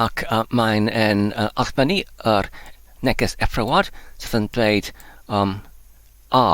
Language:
Welsh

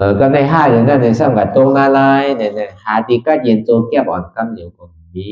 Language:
Shan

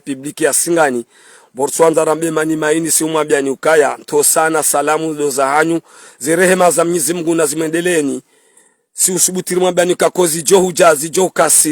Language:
Ngazidja Comorian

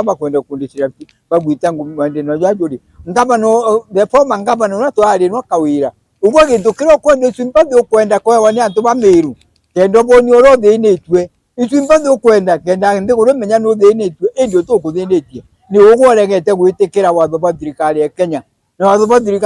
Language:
Meru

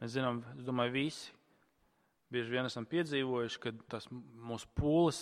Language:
Latvian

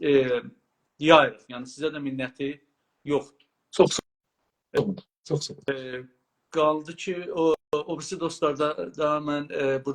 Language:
South Azerbaijani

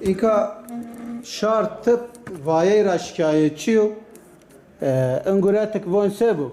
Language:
Zaza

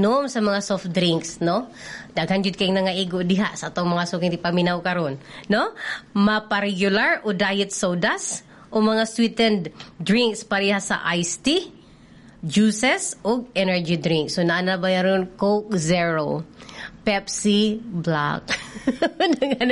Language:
Cebuano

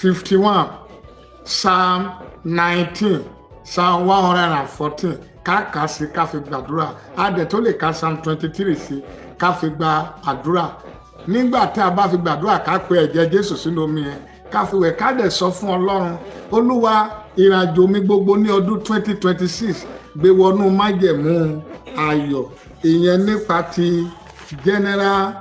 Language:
Yoruba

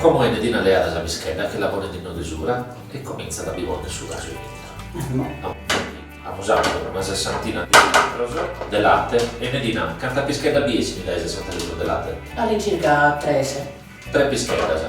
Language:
Sardinian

